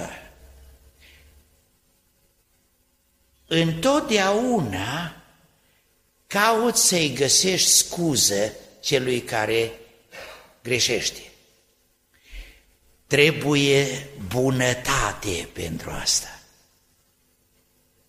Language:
Romanian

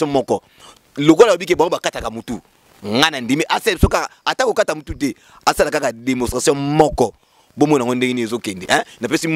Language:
Lingala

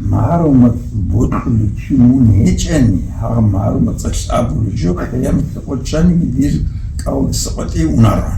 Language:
Avaric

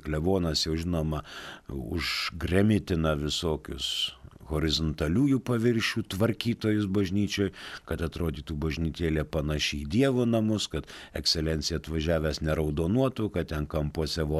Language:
Lithuanian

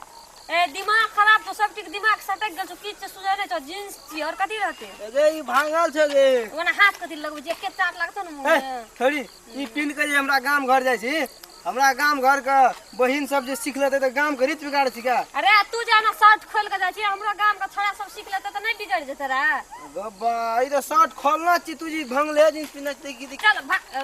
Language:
Maithili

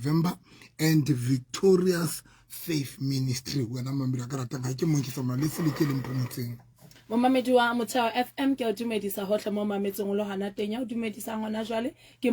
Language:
Southern Sotho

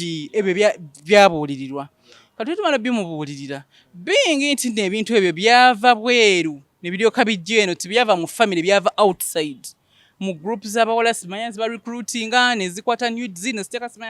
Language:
Ganda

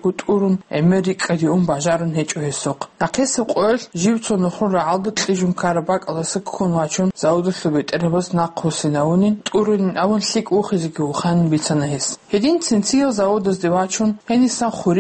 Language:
Avaric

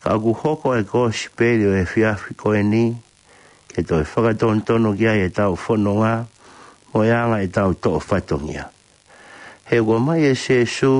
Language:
Tongan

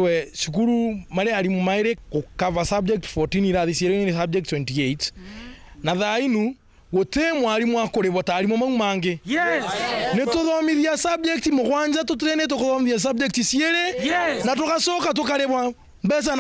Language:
Meru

